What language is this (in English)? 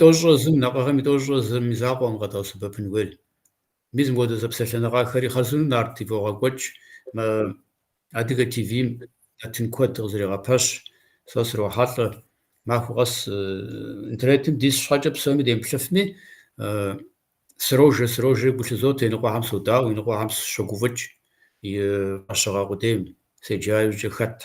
Kabardian